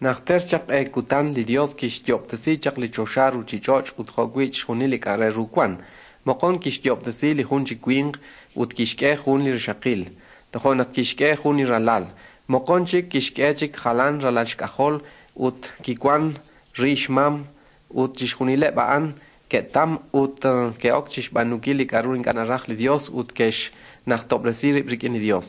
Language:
Kekchí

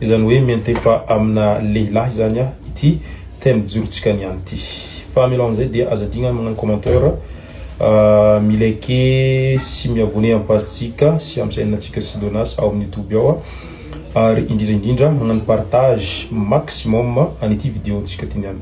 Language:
Malagasy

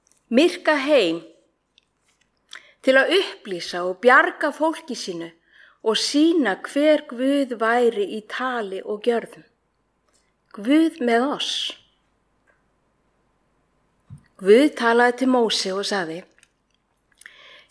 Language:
Icelandic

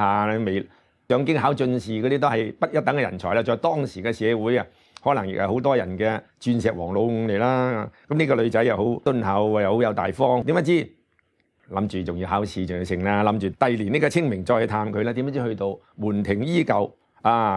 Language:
Cantonese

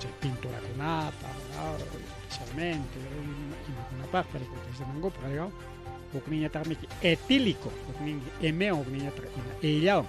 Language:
Ayacucho Quechua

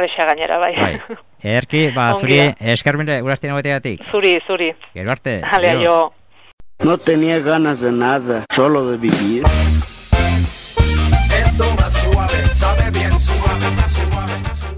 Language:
Basque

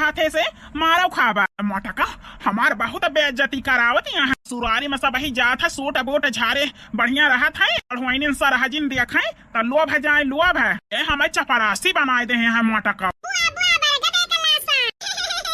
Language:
Awadhi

